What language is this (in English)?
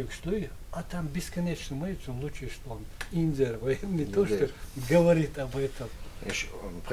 Chechen